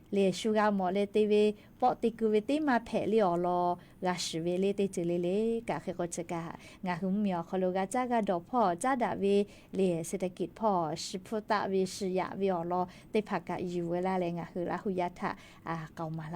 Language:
Lahu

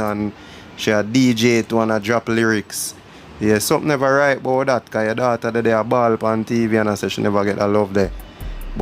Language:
Jamaican Creole English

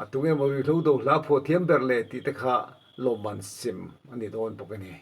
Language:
Mizo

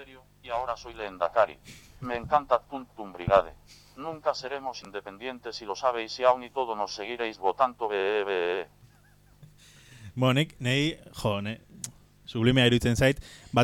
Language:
Basque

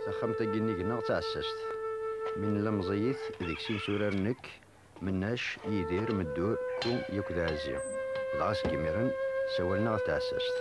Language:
Kabyle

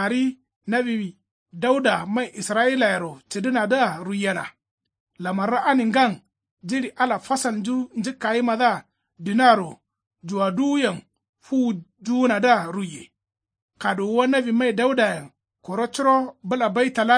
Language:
Kanuri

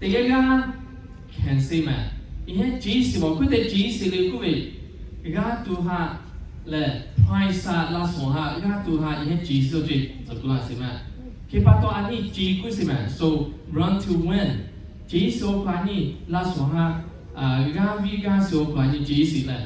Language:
Lahu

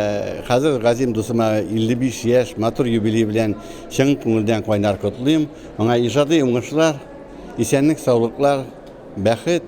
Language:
Bashkir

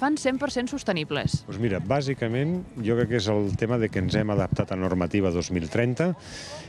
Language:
Catalan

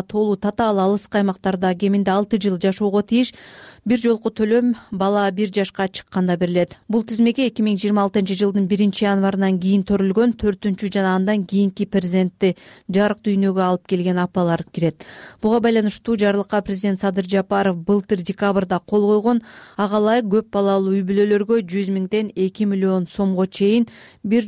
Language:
Kyrgyz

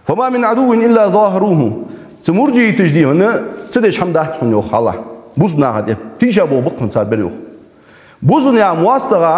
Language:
Ingush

